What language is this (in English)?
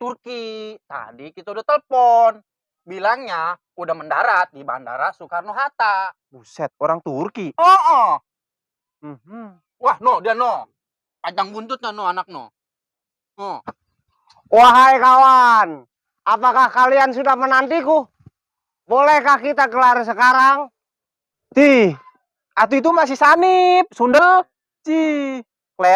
Betawi